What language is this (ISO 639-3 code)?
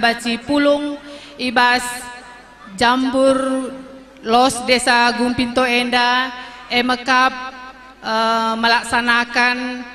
btx